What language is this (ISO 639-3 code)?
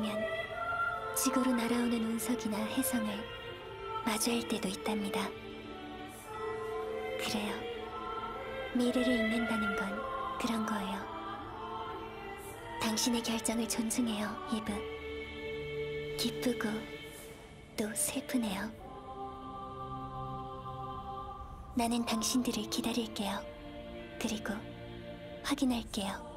kor